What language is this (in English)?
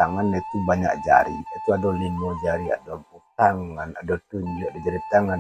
Minangkabau